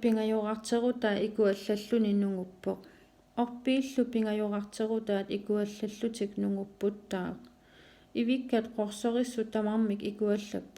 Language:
Kalaallisut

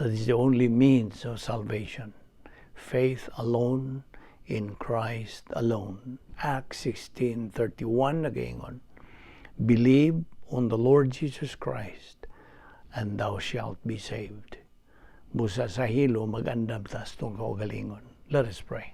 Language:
Cebuano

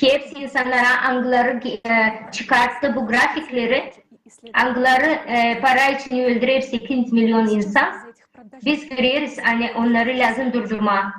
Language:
Gagauz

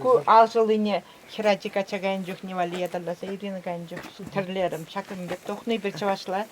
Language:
Chuvash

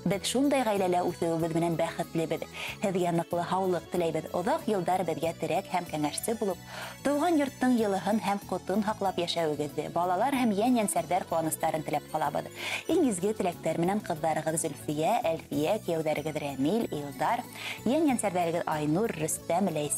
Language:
Bashkir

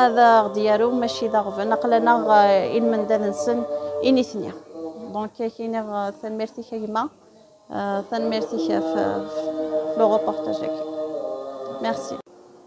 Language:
Kabyle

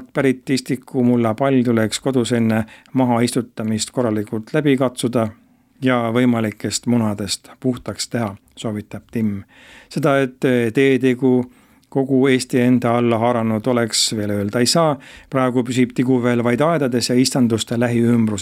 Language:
Estonian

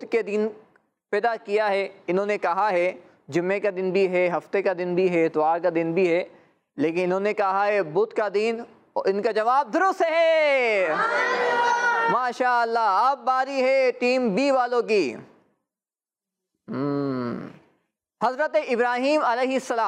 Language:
Urdu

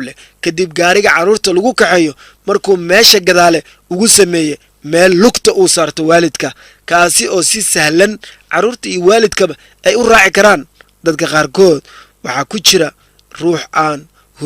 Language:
Somali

